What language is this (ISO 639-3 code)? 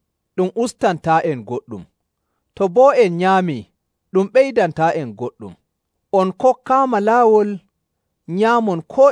fuv